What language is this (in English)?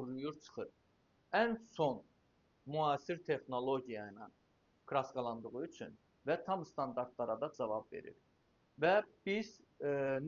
Azerbaijani